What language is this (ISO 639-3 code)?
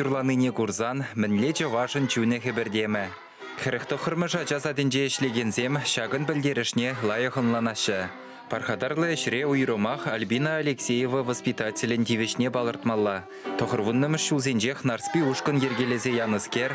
chv